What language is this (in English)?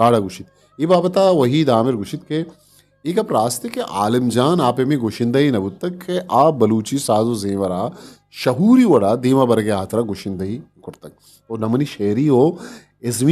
Eastern Balochi